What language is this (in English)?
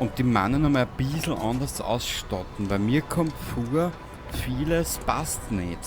Bavarian